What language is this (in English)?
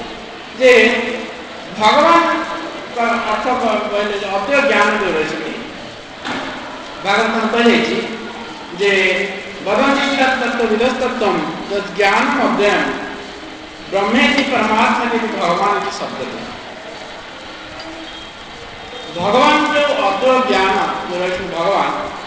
Odia